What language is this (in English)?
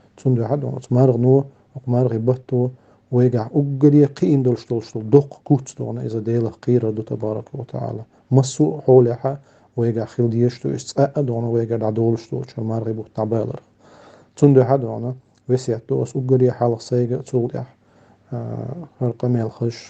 Chechen